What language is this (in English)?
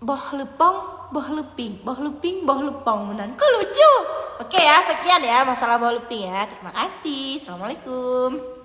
Achinese